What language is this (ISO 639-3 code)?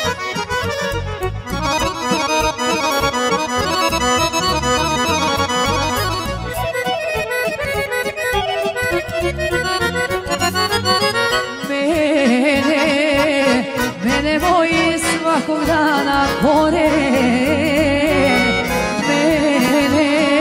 srp